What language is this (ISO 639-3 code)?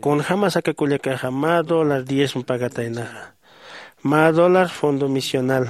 aym